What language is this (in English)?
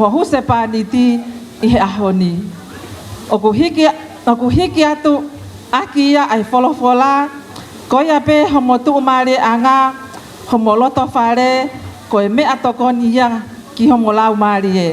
Tongan